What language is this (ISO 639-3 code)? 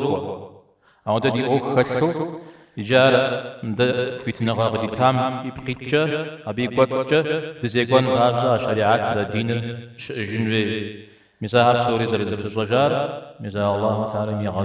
kbd